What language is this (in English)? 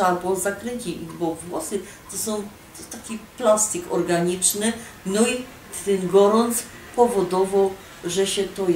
Silesian